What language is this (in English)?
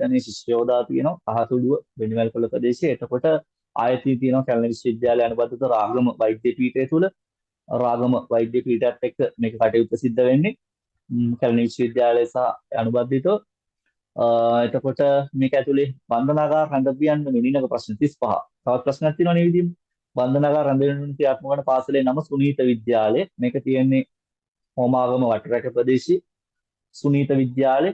Sinhala